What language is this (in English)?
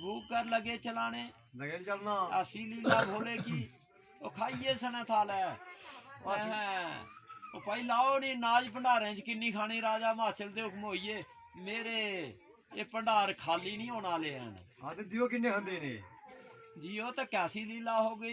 Dogri